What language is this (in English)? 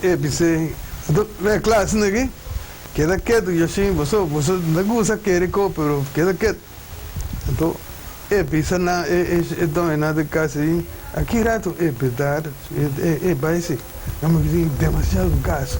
Papiamento